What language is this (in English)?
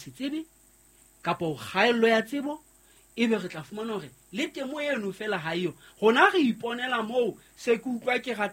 Southern Sotho